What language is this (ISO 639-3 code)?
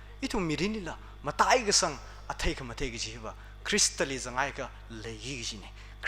nmf